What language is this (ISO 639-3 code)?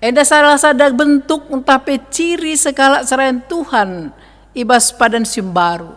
btx